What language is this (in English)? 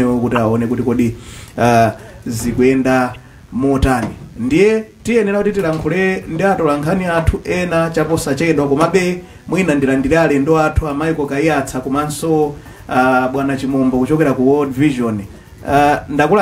Nyanja